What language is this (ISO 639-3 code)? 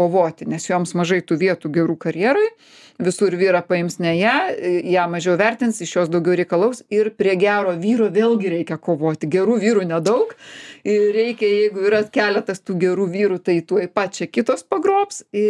lit